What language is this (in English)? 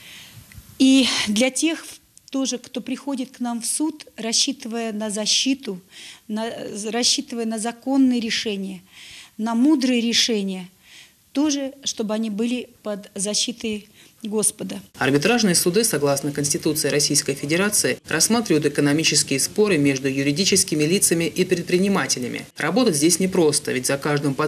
Russian